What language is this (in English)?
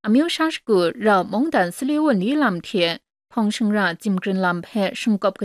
Thai